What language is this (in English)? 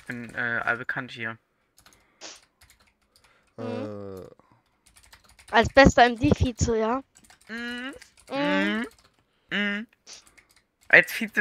German